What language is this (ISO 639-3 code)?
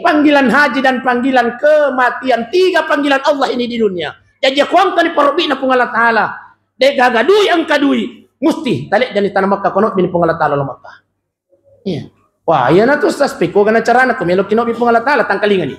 bug